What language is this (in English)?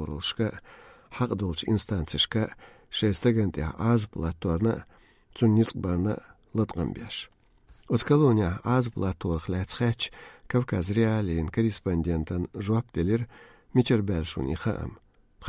Chechen